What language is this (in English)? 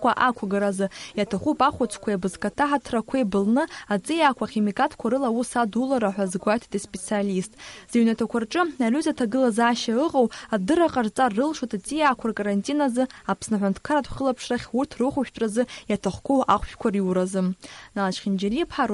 Abkhazian